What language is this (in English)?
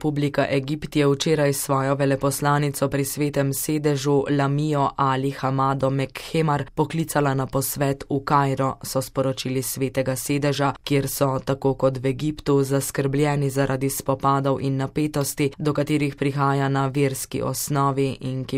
Slovenian